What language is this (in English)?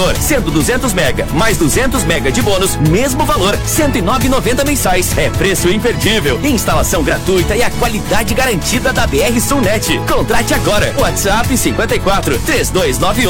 Portuguese